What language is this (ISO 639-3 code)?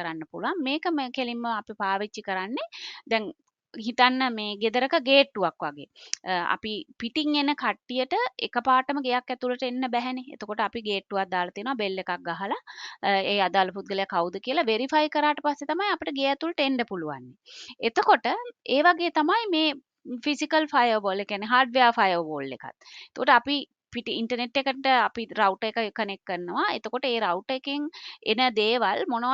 sin